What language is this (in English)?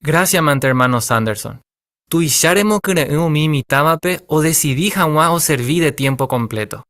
Guarani